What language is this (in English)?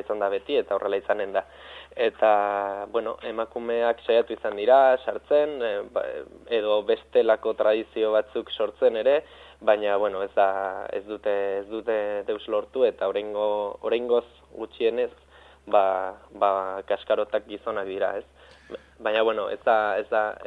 Basque